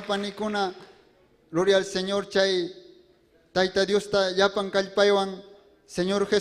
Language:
Ayacucho Quechua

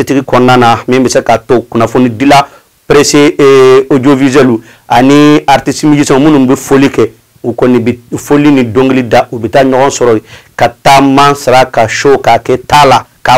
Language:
Bambara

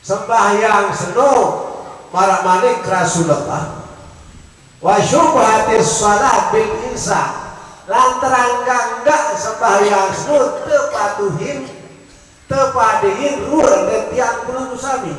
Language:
Sasak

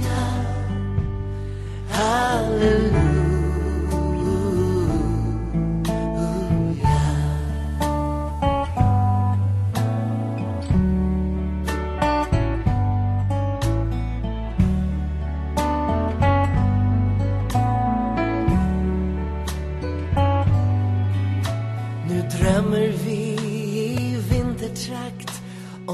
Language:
Swedish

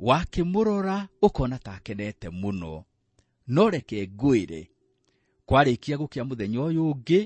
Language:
Kikuyu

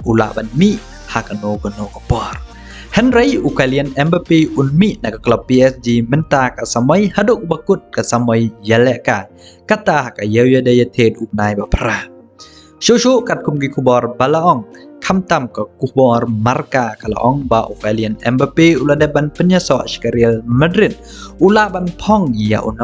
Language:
Khasi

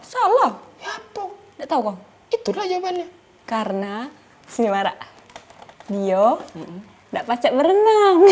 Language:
Musi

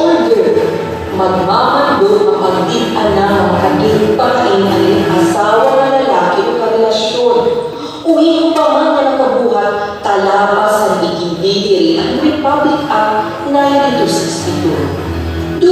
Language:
Waray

